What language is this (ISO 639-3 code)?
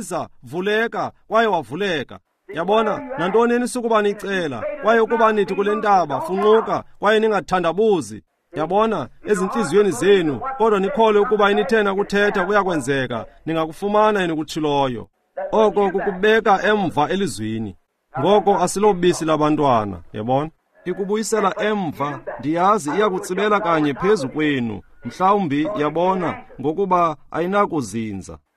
xho